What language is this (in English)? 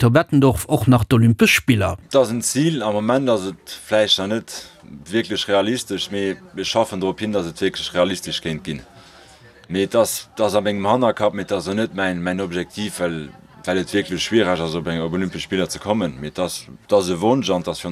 Luxembourgish